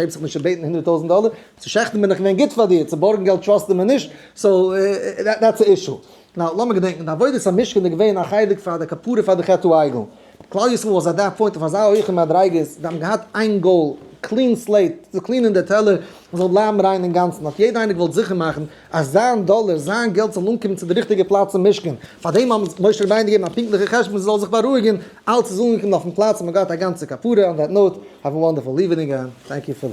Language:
Yiddish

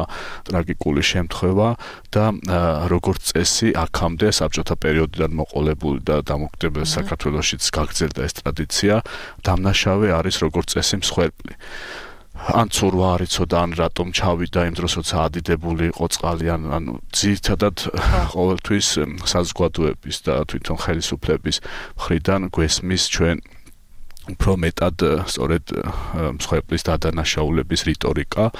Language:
Georgian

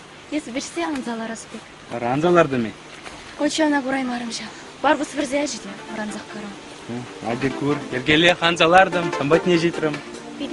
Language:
Chuvash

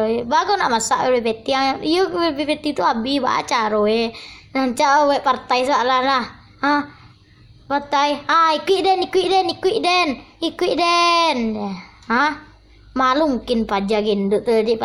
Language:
Minangkabau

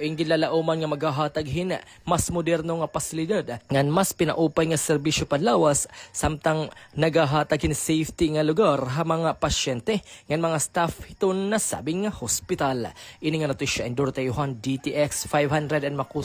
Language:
Waray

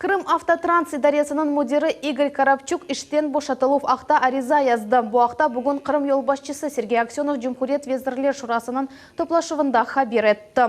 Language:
Crimean Tatar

